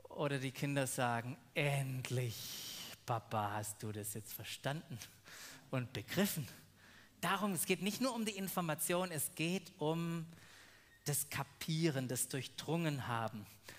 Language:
German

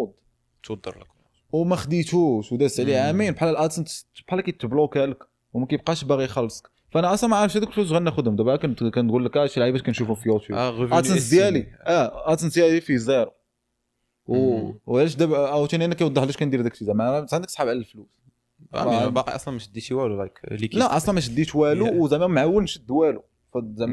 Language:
Moroccan Arabic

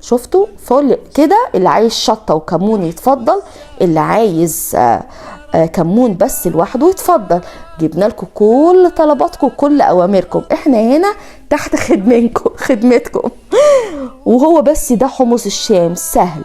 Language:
Egyptian Arabic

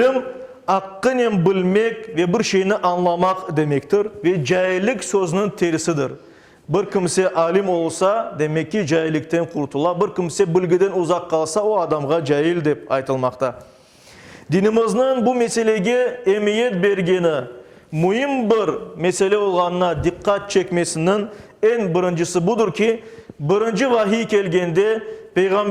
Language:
Crimean Tatar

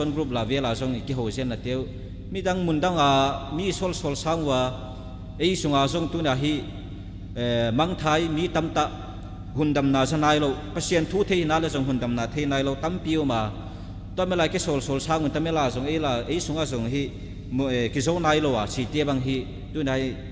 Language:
Tedim Chin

